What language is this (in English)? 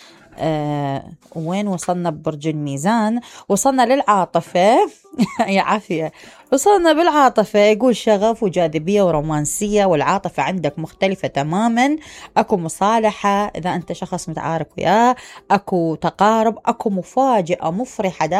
Mesopotamian Arabic